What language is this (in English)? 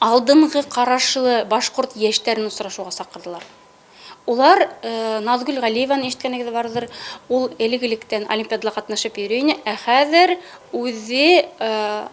Bashkir